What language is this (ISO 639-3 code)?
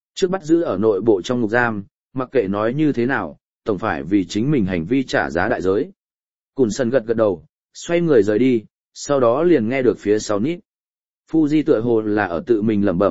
vie